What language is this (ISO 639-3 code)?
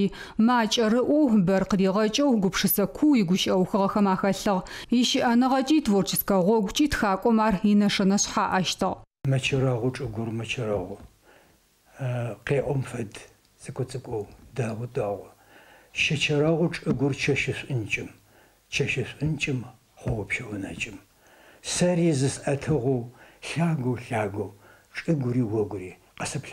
ady